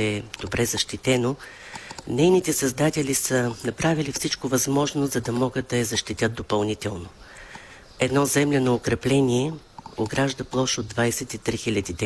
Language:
Bulgarian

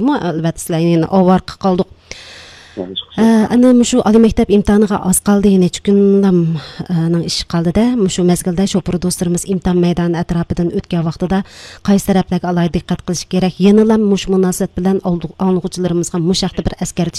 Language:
Uyghur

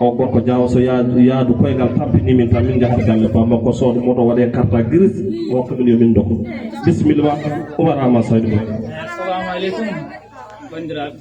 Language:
Fula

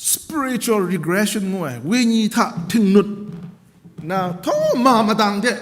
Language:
Kachin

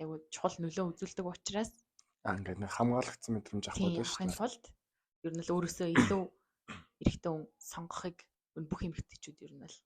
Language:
Mongolian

